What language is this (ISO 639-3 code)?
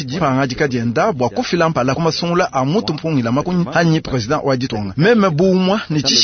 lua